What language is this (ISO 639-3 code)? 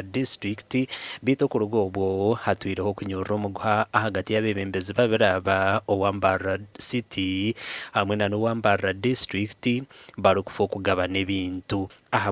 nyn